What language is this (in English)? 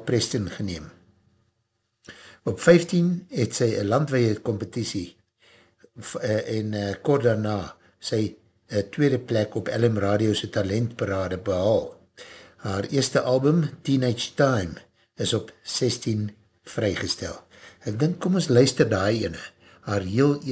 Afrikaans